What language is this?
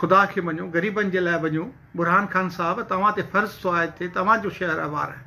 Sindhi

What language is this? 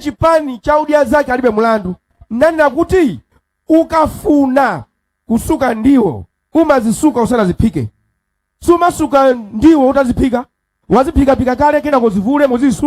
Nyanja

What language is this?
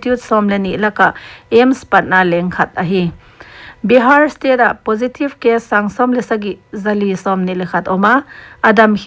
Paite Chin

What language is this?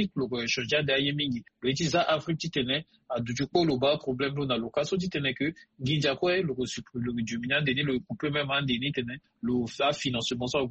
Sango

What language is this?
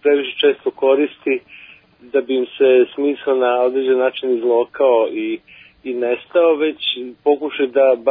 Croatian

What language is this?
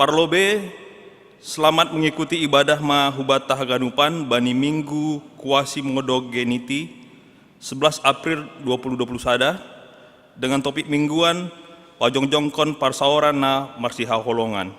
Batak Simalungun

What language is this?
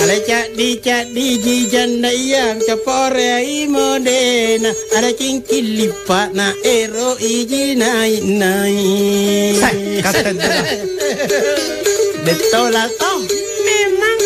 Makasar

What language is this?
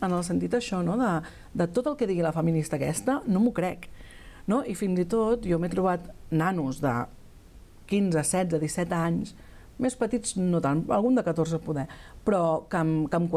Catalan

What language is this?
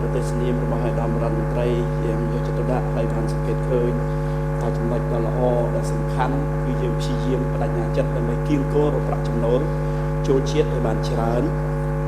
Khmer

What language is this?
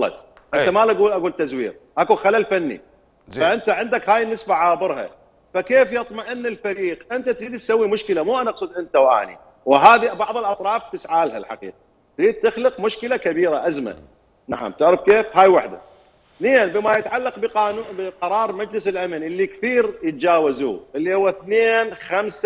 Mesopotamian Arabic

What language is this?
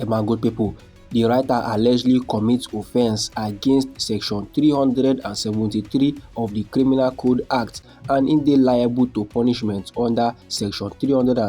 Nigerian Pidgin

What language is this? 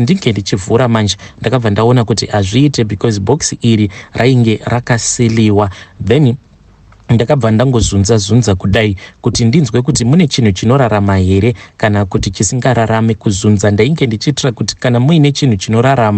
Shona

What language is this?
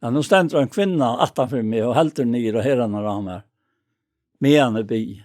Faroese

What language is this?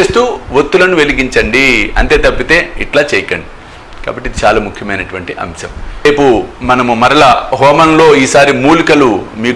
Telugu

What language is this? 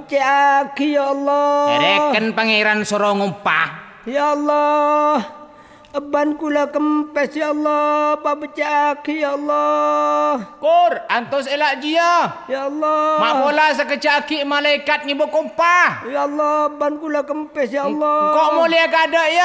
Madurese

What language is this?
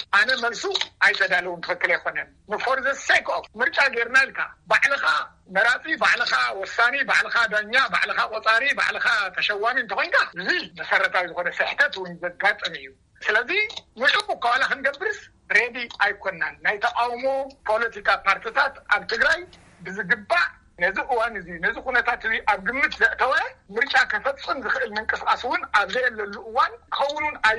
Tigrinya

